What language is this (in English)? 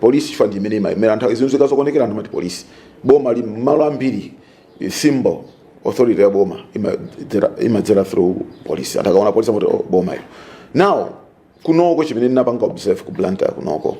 Nyanja